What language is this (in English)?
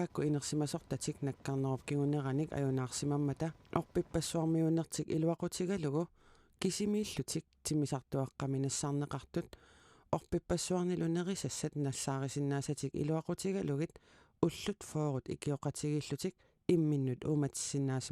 Kalaallisut